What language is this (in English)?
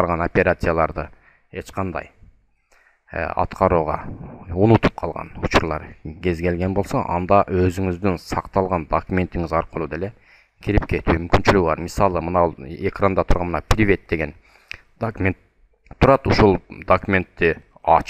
Kyrgyz